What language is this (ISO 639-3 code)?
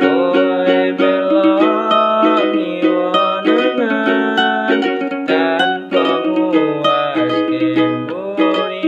jav